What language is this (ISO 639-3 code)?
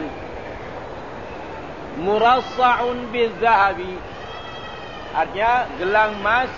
msa